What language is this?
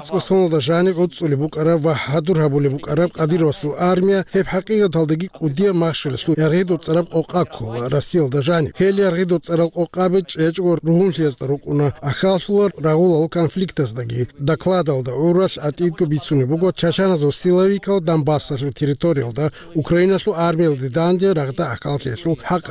Avaric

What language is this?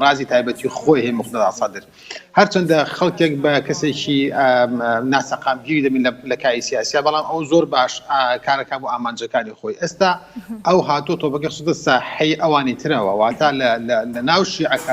Central Kurdish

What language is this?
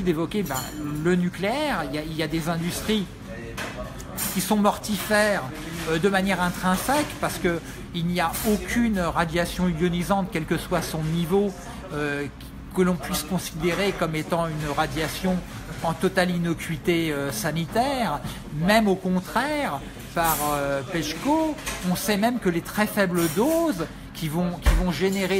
French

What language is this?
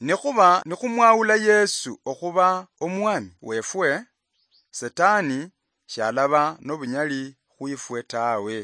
Luyia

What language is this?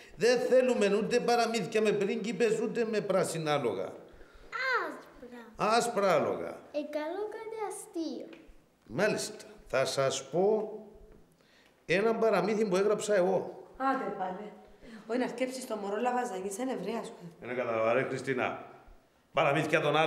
Greek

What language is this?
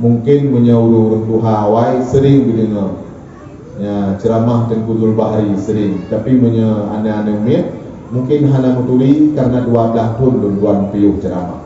Achinese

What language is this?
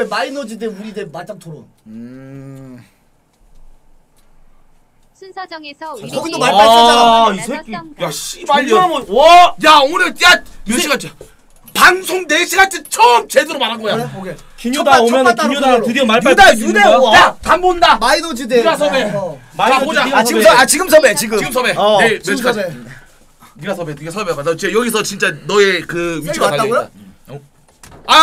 Korean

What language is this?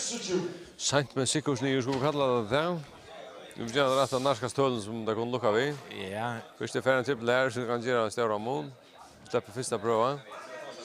Faroese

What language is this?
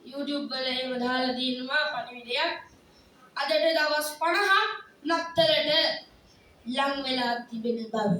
Sinhala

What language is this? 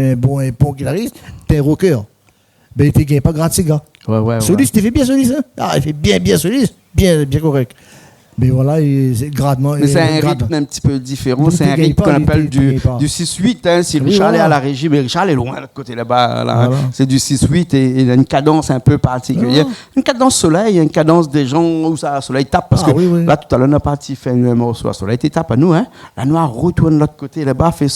Réunion Creole French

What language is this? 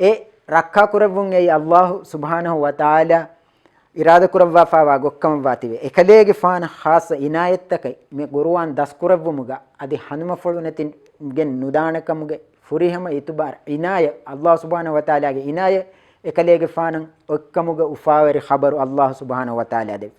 Divehi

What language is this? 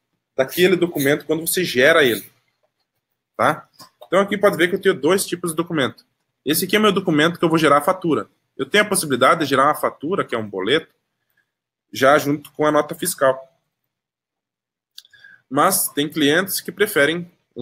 Portuguese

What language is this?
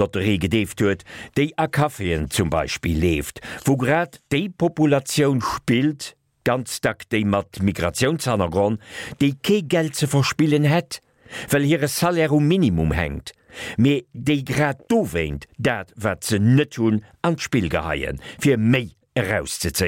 Luxembourgish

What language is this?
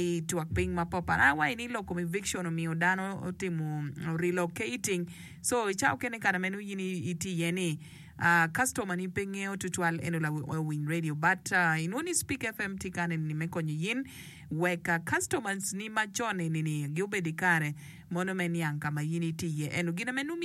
Acoli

